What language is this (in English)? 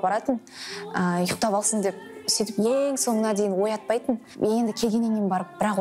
Kazakh